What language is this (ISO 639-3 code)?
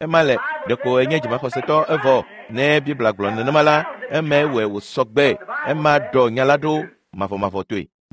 ewe